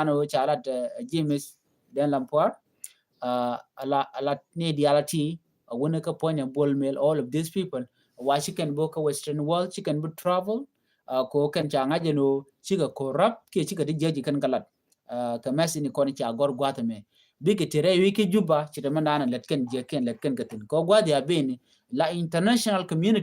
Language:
Nuer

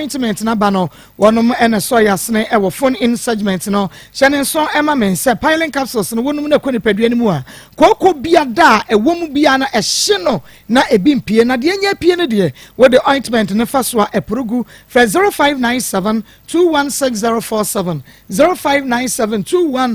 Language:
Akan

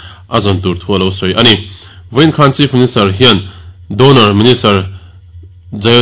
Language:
Mizo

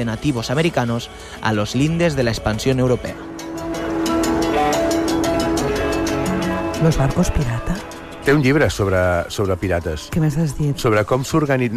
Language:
Catalan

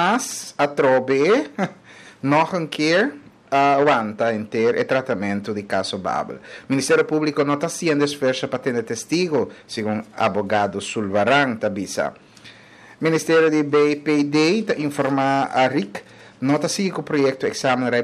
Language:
Papiamento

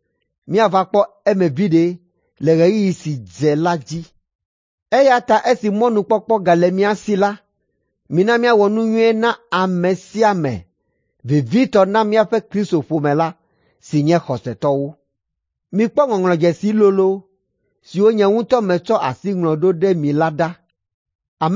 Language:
Ewe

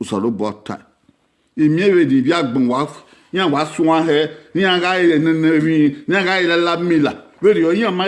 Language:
Bini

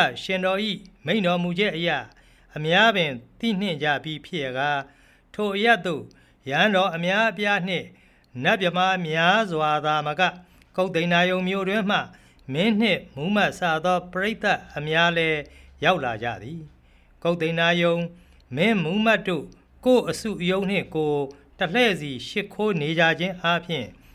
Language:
Burmese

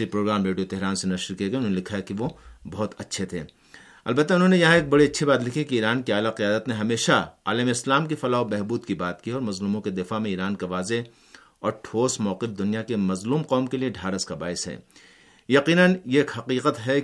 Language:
Urdu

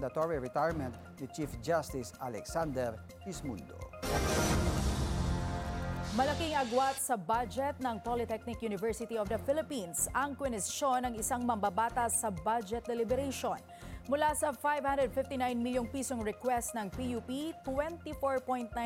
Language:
Filipino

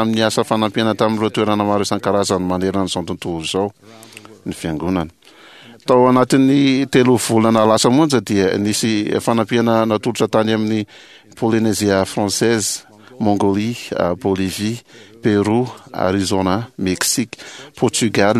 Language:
Malagasy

